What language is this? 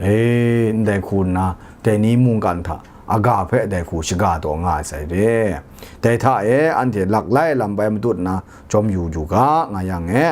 Kachin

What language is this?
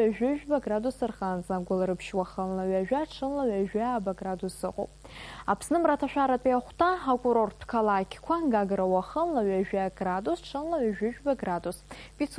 Abkhazian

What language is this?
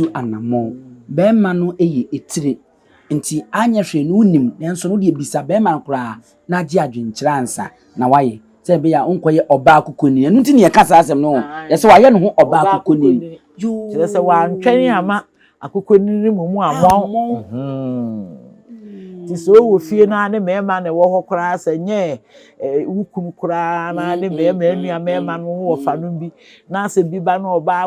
Akan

